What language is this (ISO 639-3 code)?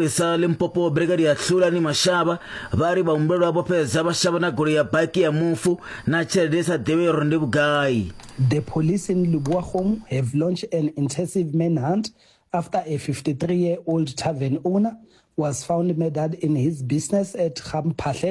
ven